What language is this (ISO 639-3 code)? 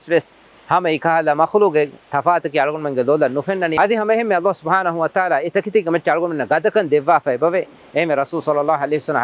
div